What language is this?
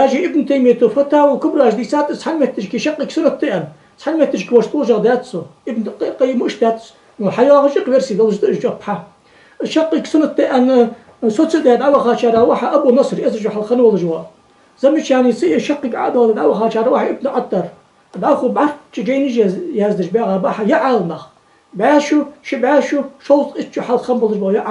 Ingush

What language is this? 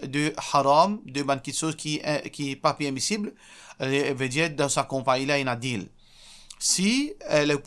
Morisyen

